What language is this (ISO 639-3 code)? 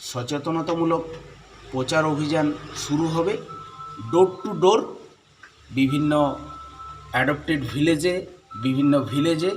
sat